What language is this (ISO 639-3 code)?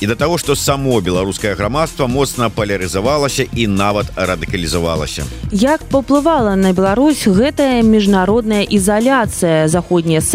bel